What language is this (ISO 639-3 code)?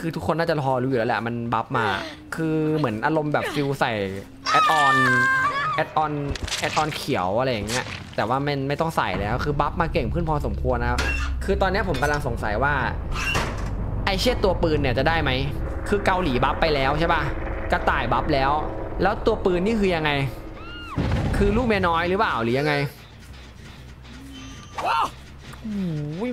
tha